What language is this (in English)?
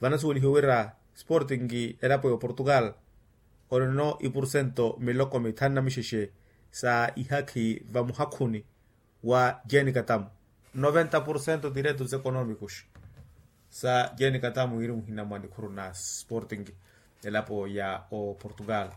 Makhuwa